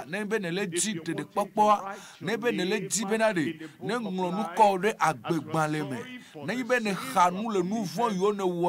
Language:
Ewe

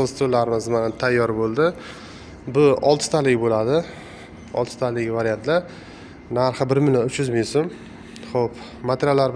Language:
Uzbek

